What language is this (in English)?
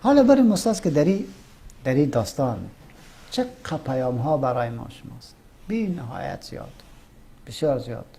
Persian